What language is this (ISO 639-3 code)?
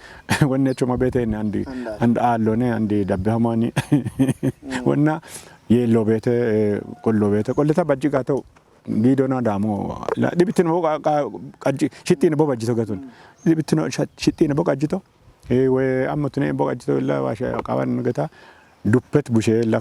kbr